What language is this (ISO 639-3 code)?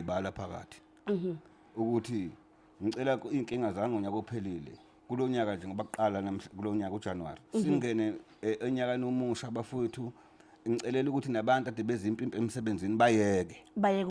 zul